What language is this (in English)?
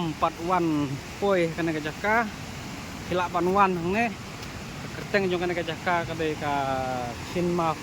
Khasi